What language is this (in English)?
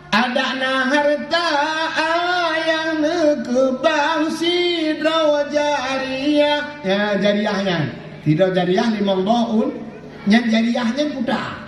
Achinese